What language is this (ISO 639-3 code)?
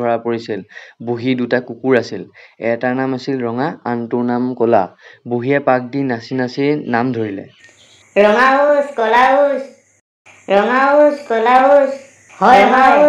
asm